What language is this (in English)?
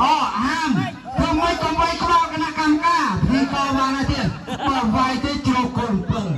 Khmer